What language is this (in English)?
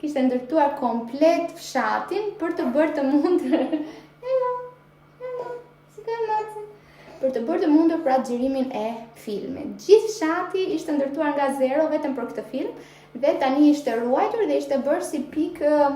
Albanian